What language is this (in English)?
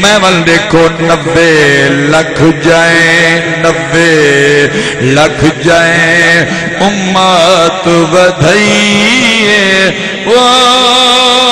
Saraiki